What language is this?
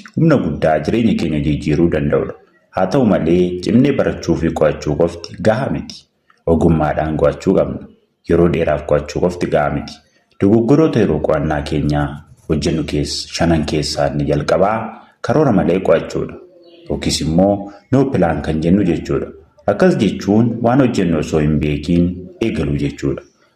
Oromo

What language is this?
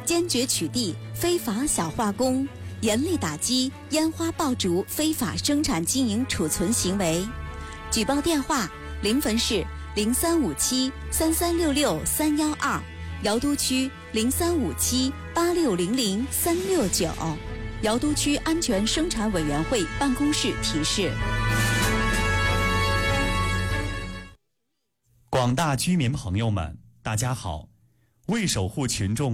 Chinese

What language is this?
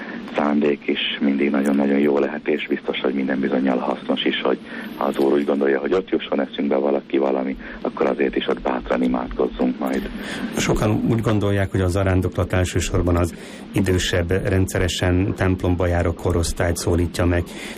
Hungarian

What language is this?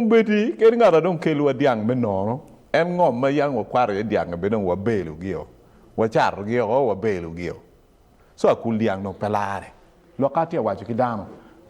Acoli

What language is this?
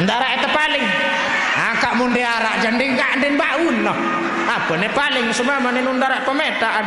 Sasak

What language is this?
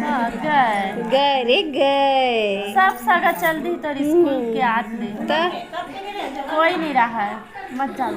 Chhattisgarhi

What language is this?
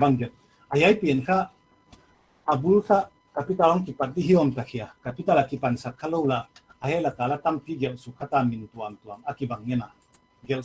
Paite Chin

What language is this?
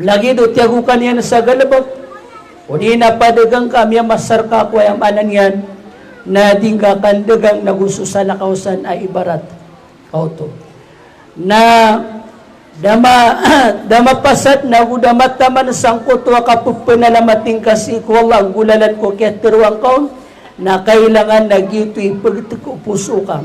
Maranao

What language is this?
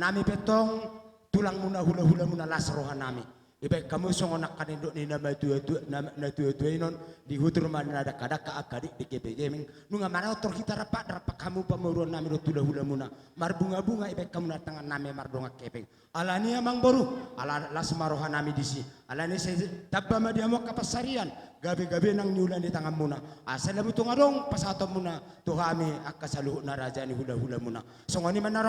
Batak Toba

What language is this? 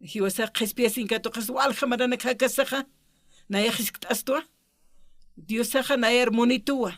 Aymara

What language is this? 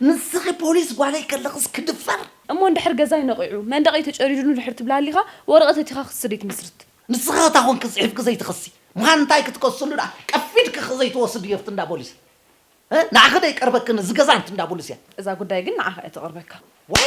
Tigrinya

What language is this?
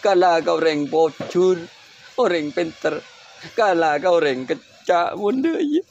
Madurese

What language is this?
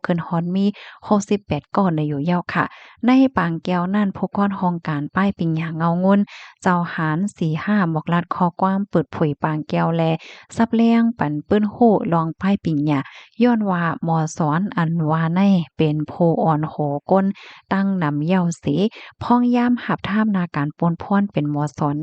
Shan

